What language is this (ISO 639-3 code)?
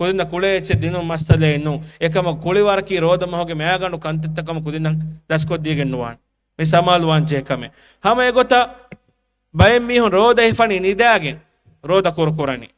div